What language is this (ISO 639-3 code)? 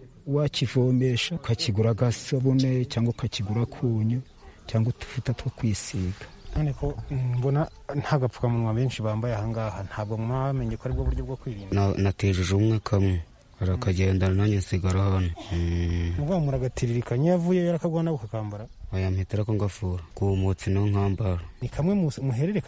kin